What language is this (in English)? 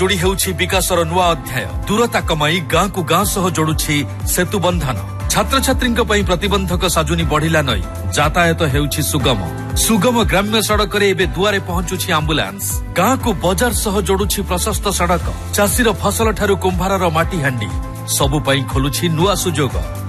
Odia